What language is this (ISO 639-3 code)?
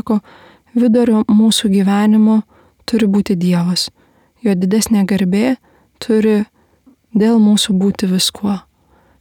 lit